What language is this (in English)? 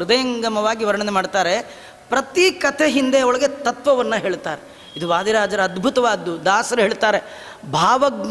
Kannada